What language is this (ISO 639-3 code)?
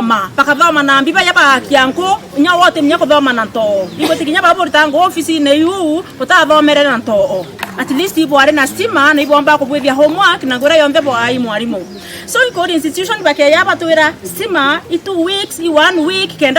mer